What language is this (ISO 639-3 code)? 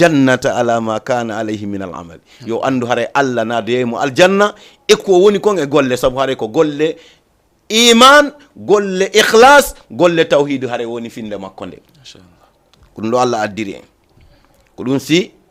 ful